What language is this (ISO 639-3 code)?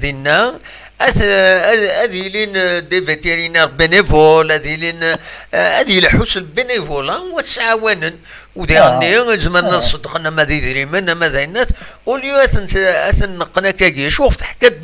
kab